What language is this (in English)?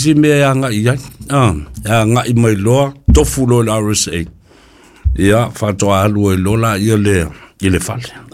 Samoan